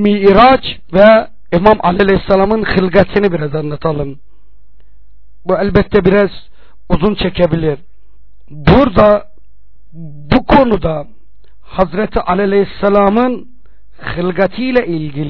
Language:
Turkish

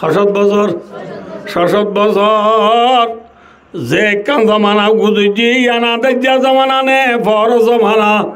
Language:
Rohingya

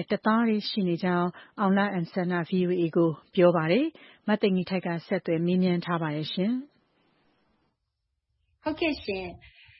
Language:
Burmese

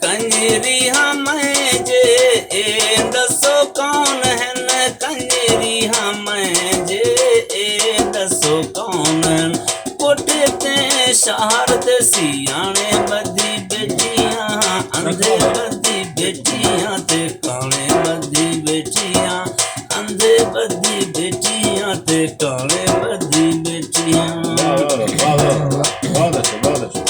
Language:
Saraiki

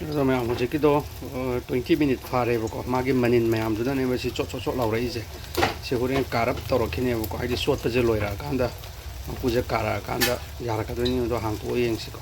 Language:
Manipuri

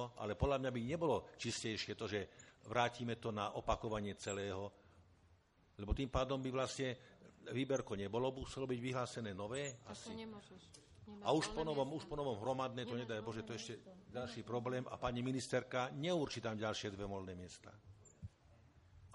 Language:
Slovak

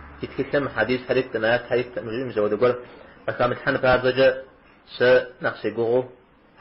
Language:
Kabardian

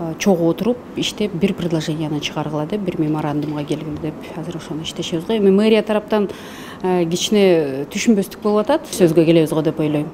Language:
Kyrgyz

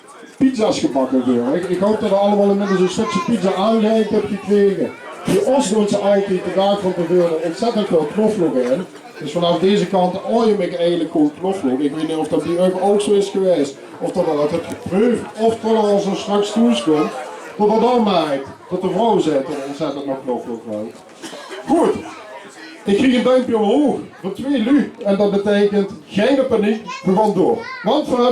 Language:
Limburgish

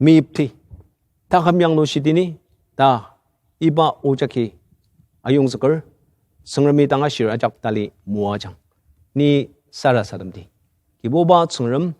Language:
Ao Naga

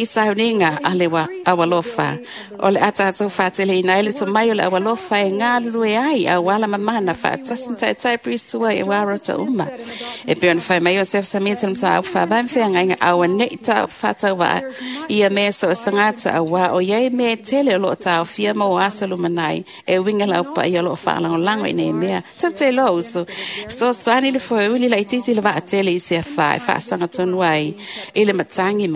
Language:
Samoan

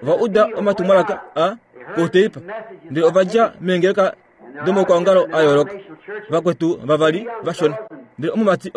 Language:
Kuanyama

